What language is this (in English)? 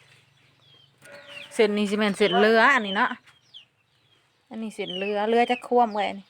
Lao